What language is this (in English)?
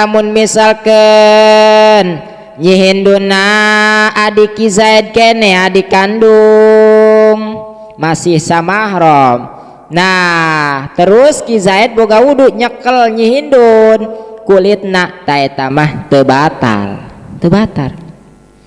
Sundanese